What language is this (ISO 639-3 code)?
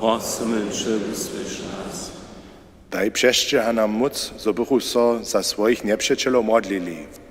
hsb